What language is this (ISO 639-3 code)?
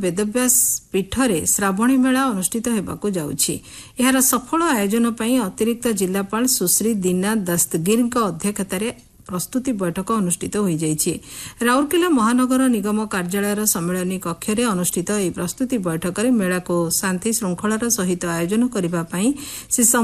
ori